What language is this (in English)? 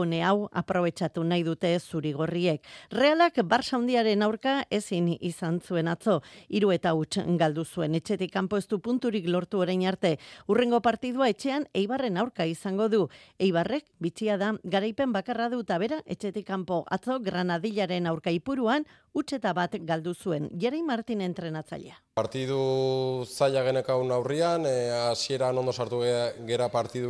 Basque